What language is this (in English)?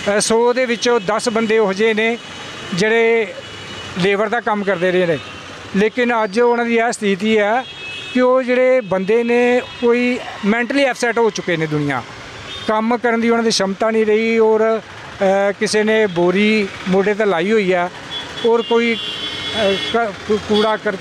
Punjabi